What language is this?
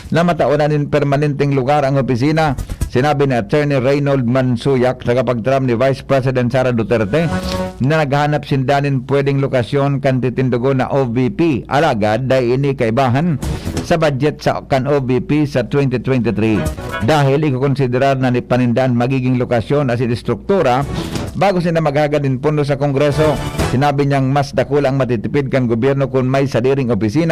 Bikol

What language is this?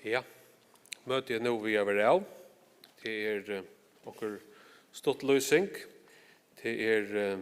Faroese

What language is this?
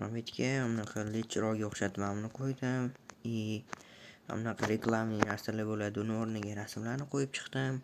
Uzbek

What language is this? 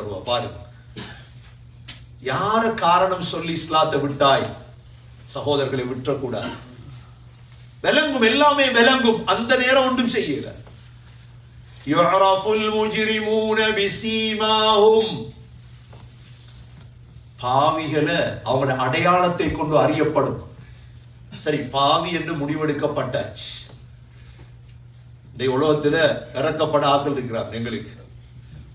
Tamil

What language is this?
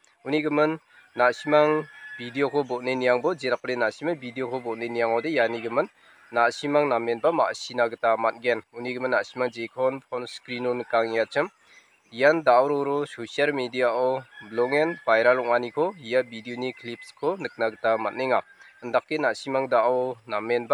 Garo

